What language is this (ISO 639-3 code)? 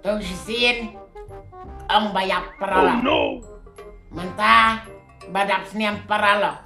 kha